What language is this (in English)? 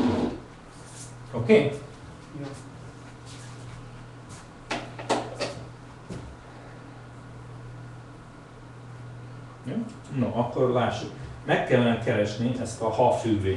Hungarian